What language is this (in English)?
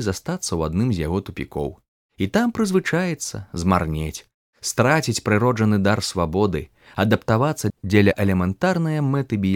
Belarusian